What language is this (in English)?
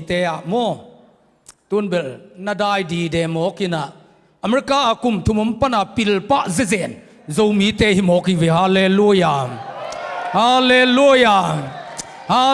Tedim Chin